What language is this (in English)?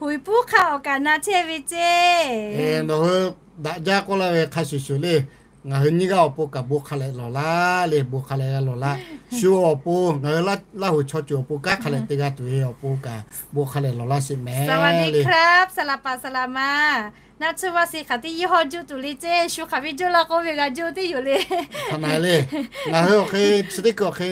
Lahu